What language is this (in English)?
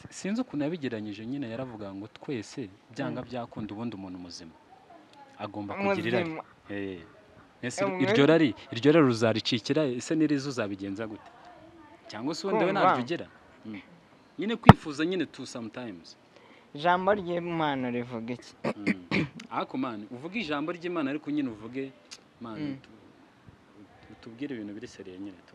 Kinyarwanda